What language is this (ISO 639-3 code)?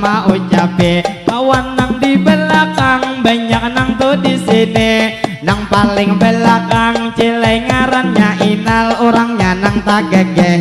bjn